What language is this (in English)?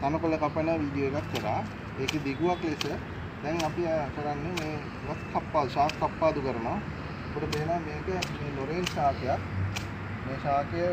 Sinhala